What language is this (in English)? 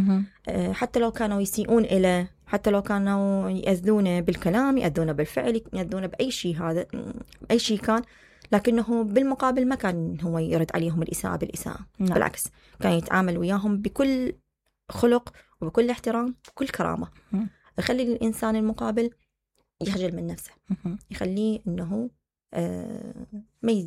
Mesopotamian Arabic